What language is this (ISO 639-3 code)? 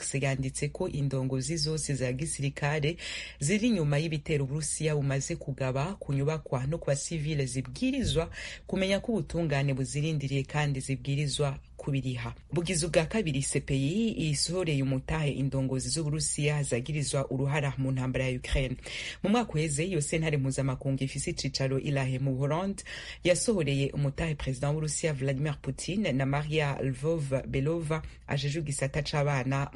run